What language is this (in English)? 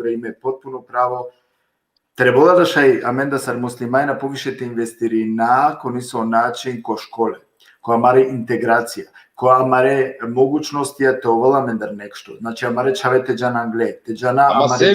Balkan Romani